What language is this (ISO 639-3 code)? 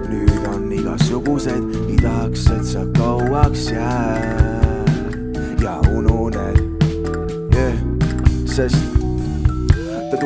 est